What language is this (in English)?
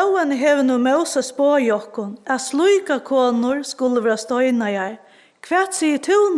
Faroese